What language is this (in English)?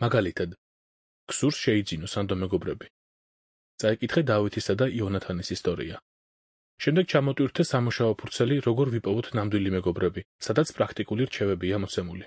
Georgian